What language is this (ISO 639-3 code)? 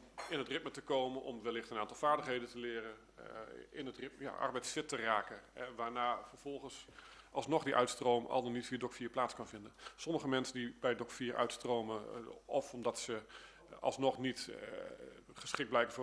nld